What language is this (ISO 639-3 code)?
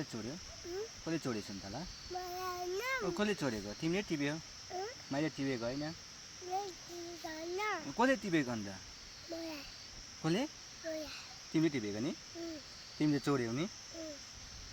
nep